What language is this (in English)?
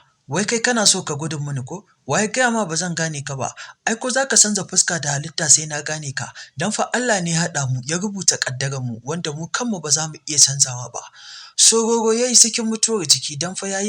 Hausa